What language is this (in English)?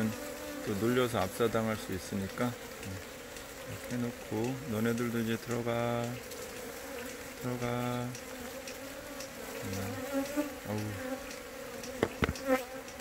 Korean